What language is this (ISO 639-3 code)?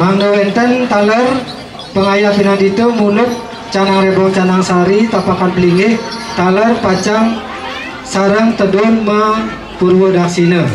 ban